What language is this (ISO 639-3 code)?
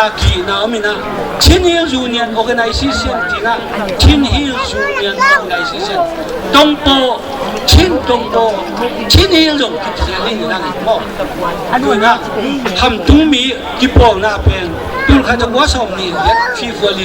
ctd